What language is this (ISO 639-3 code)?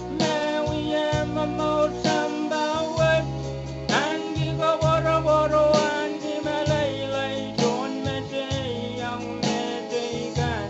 pon